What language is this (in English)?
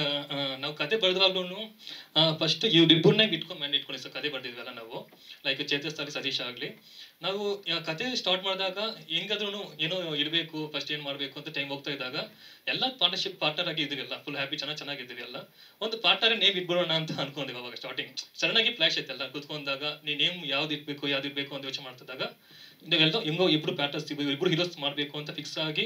Kannada